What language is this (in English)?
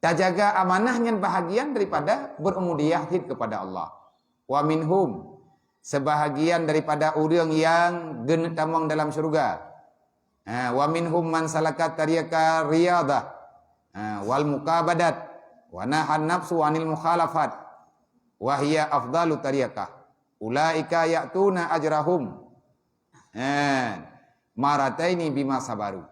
Achinese